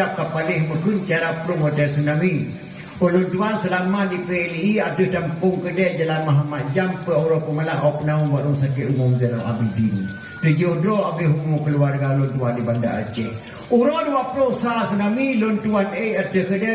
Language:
Achinese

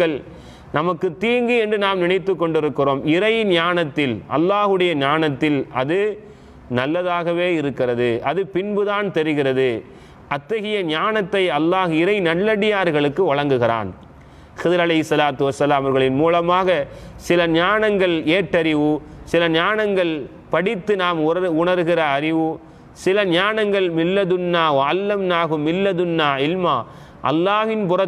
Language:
Tamil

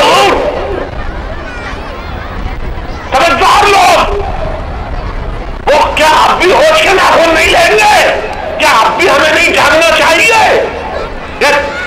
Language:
Urdu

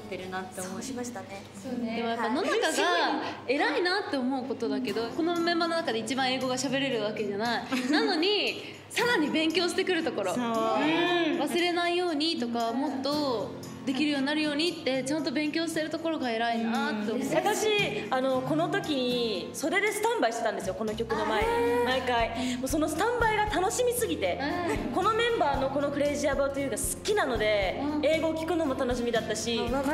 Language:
Japanese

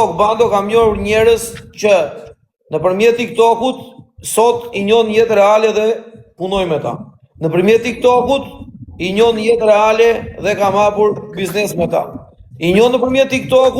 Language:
Albanian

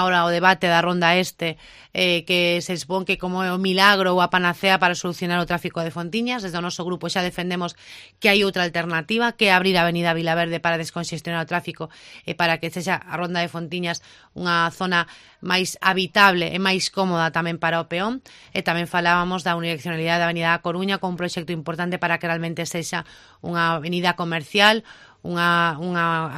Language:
Galician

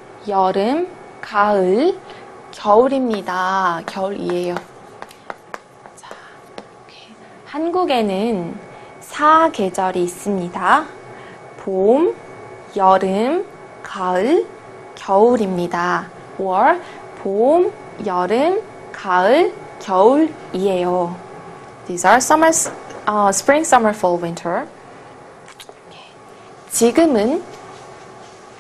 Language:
Korean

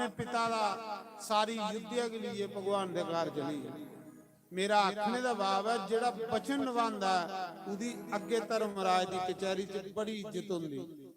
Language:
Dogri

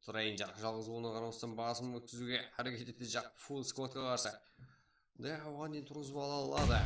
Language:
Kara-Kalpak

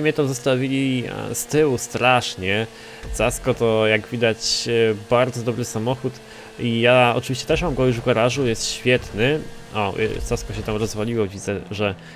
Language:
Polish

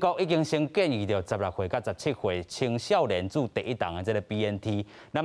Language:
Min Nan Chinese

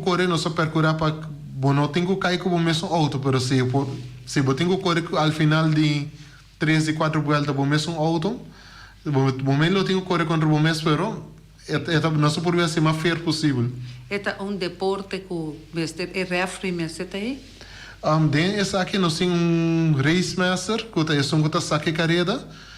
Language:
Papiamento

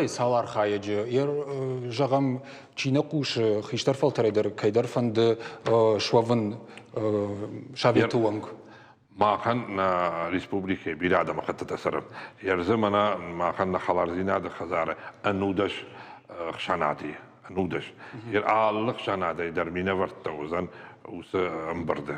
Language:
Ossetic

